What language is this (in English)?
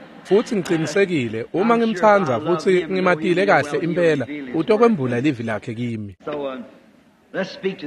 Swati